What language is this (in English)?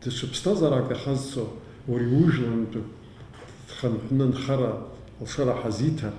Abkhazian